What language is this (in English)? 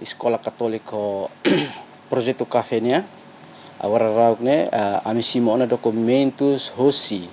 Tetum